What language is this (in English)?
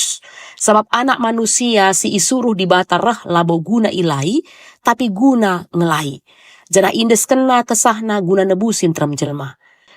Batak Karo